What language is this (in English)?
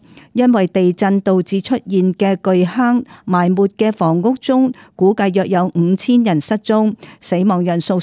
Cantonese